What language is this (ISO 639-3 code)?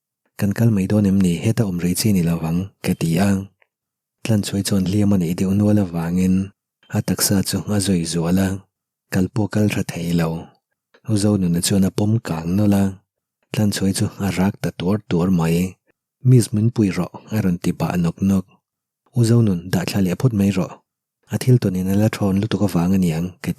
lus